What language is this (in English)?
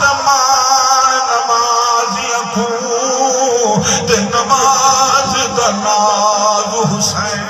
Saraiki